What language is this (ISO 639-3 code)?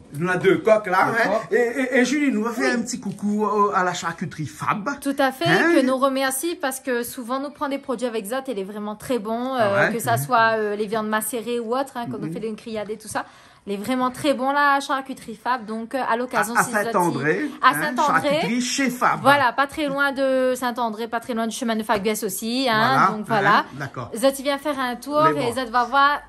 rcf